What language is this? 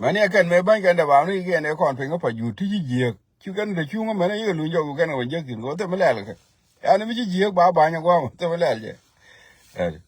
Nuer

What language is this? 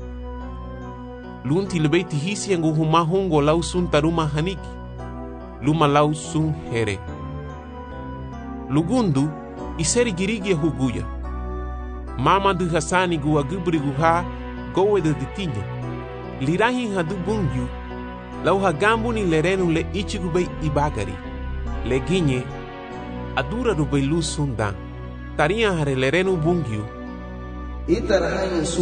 Garifuna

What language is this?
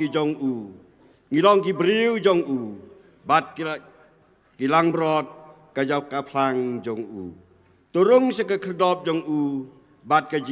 Khasi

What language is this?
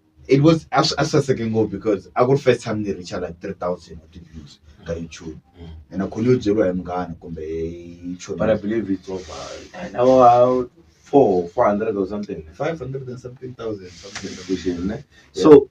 Tsonga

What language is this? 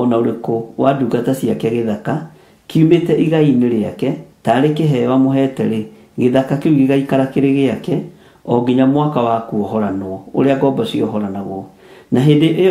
Kikuyu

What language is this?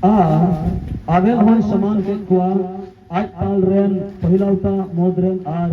Santali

